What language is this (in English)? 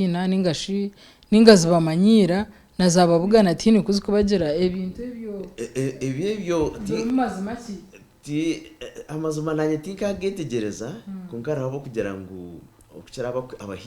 Nyankole